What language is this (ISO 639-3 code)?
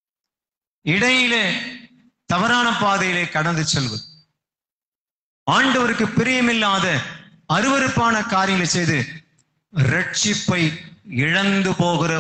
tam